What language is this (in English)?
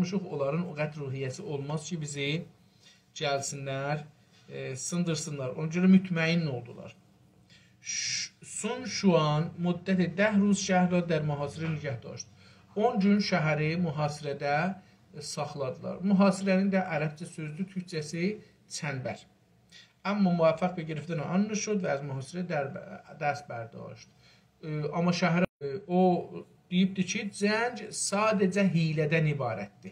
South Azerbaijani